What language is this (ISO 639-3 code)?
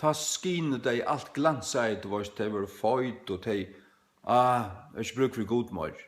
fao